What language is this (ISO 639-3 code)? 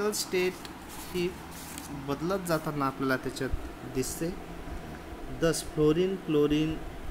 mar